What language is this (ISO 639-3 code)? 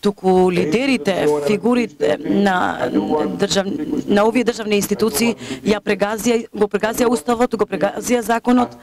mkd